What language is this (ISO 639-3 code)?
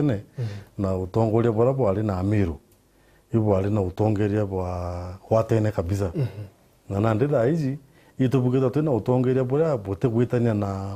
mer